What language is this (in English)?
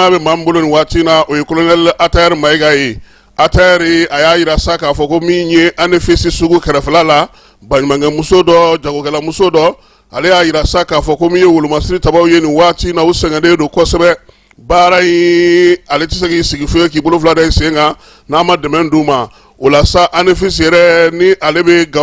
Bambara